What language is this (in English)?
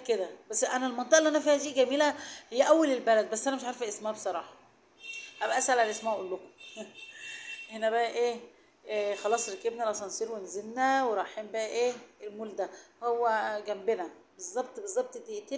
Egyptian Arabic